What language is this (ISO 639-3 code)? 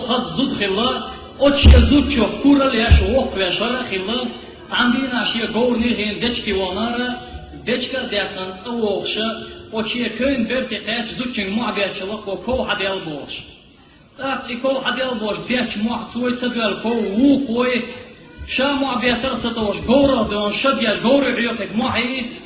che